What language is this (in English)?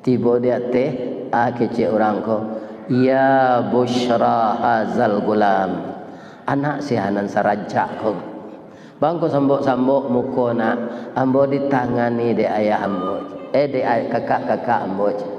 Minangkabau